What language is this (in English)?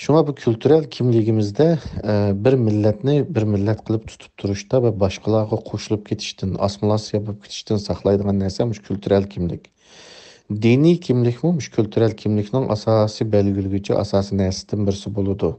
Uyghur